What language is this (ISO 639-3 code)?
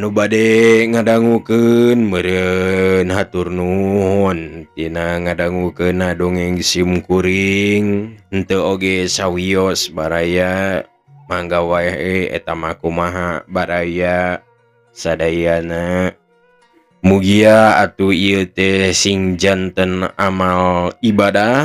sun